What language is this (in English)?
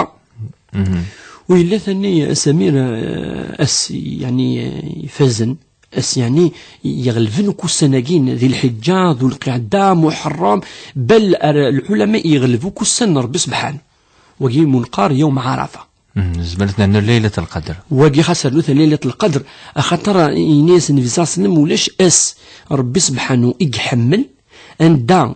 Kabyle